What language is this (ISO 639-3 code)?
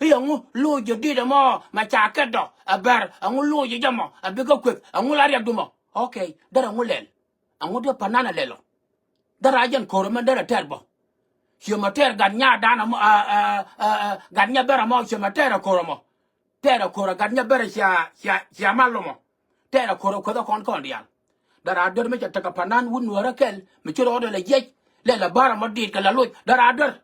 nus